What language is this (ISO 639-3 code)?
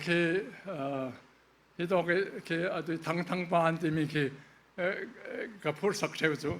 cfm